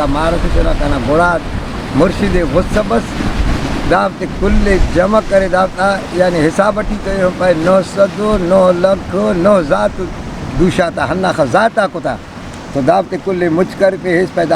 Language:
Brahui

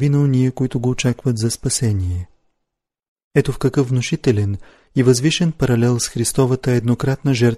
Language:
Bulgarian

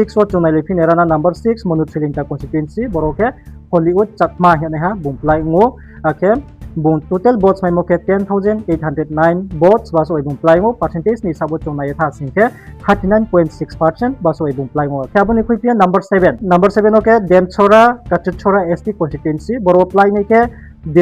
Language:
Riang (India)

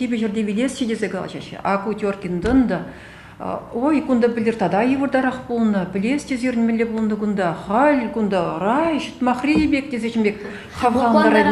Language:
Chuvash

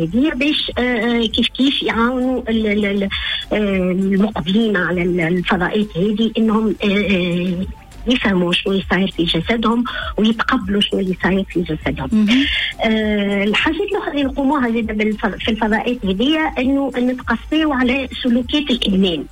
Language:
Tunisian Arabic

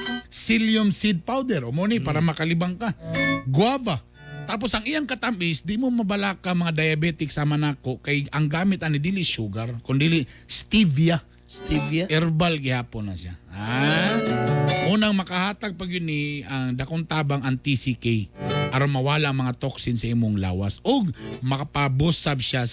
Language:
Cebuano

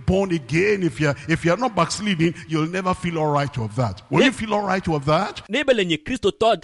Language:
Ewe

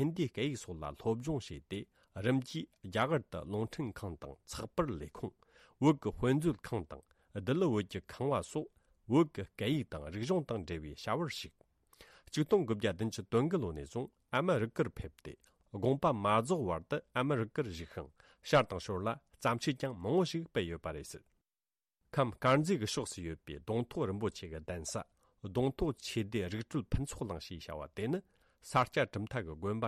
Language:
Tibetan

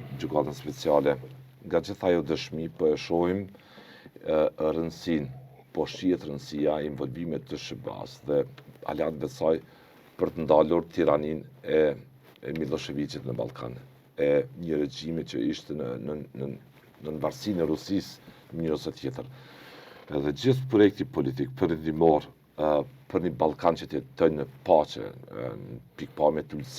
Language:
Albanian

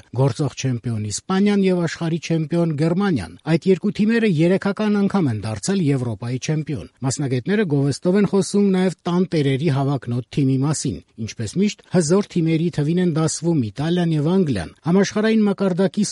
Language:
Armenian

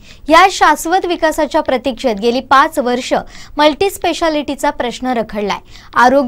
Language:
Marathi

